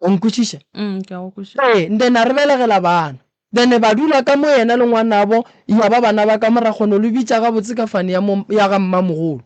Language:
Northern Sotho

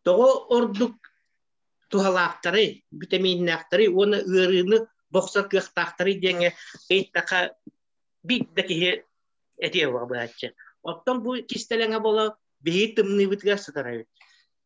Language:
Yakut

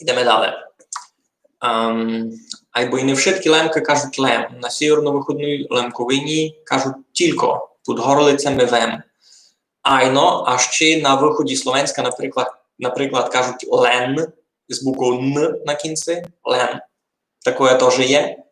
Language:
Rusyn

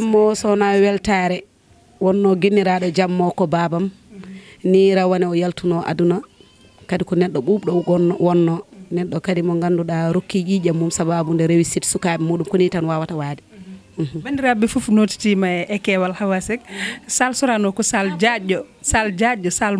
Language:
Fula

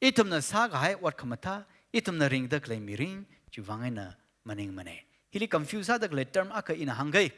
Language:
Tangkhul Naga (India)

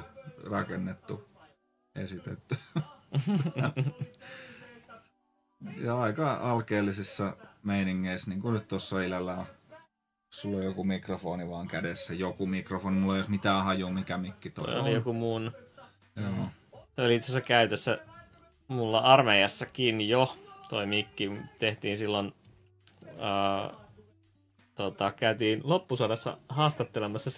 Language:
Finnish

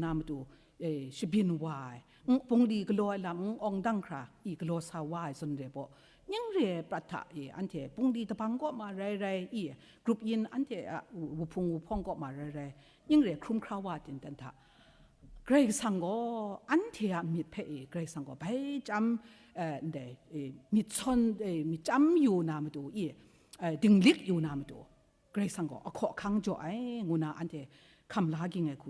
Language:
Kachin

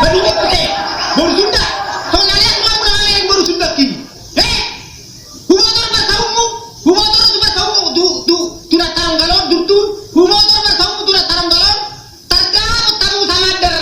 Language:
Batak Toba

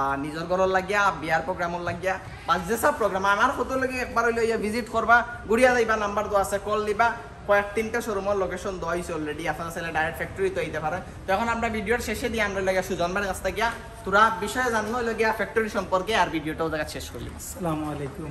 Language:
Sylheti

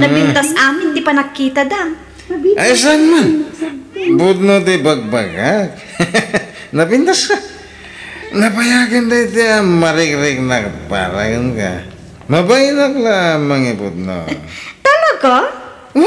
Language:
Iloko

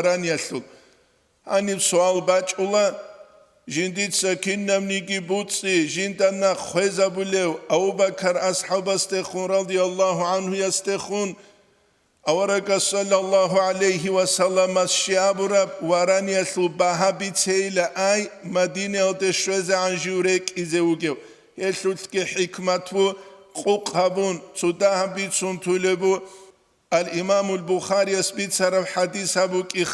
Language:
Avaric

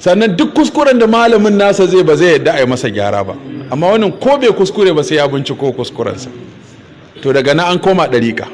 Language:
Hausa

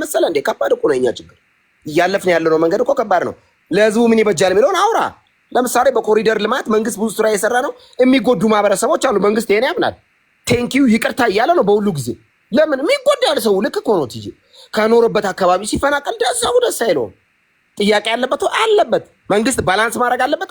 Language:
Amharic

